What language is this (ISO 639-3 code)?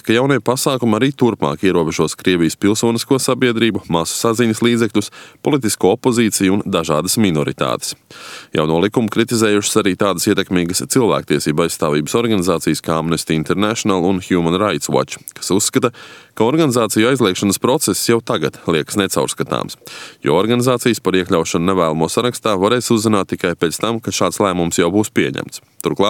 lav